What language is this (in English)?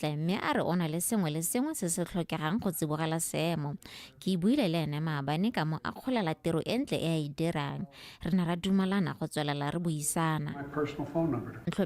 Tswana